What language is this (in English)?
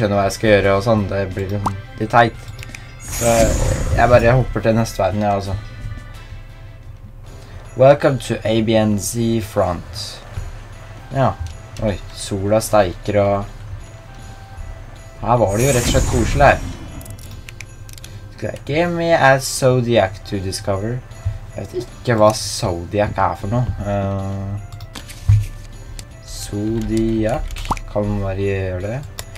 Norwegian